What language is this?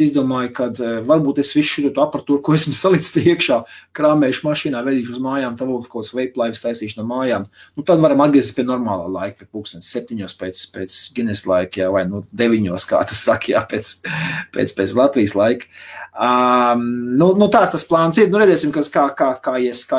Latvian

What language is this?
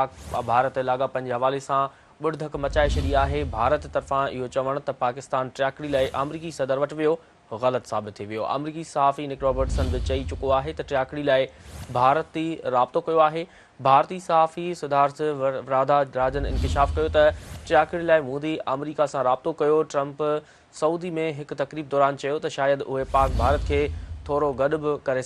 Sindhi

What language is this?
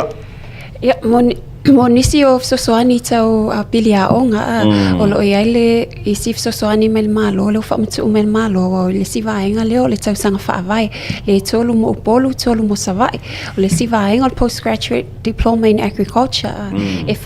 Samoan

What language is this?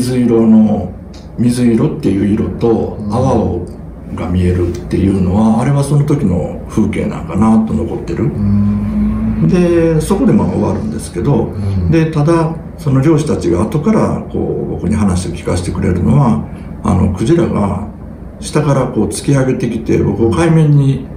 Japanese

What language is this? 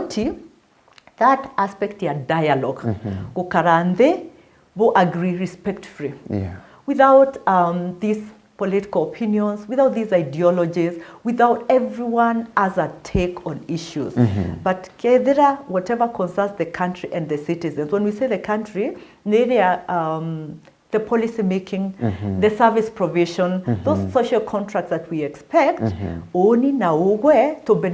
Meru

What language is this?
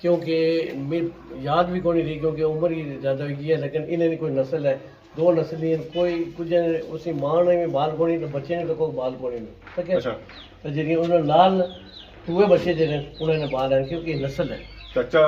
Pahari-Potwari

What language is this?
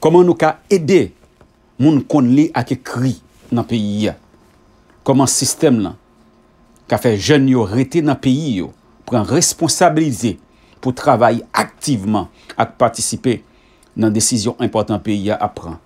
Haitian Creole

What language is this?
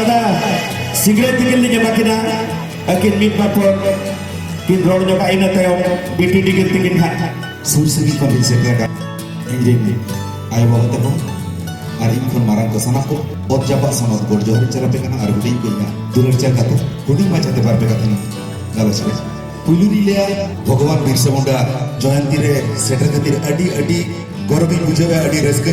Santali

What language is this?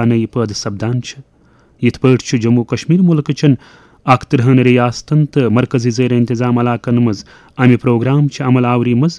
Kashmiri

